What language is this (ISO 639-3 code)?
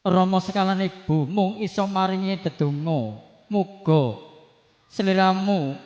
jav